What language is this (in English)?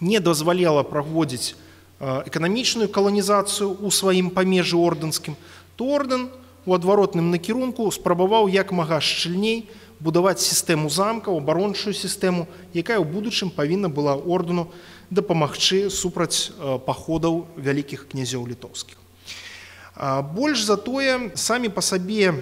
Belarusian